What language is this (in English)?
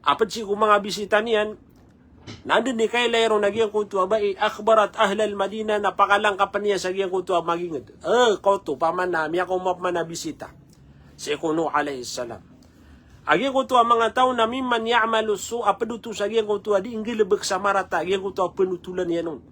Maranao